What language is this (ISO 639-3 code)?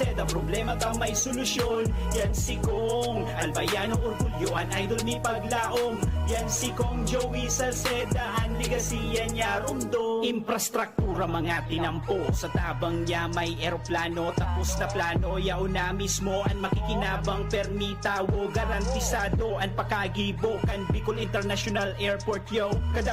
bik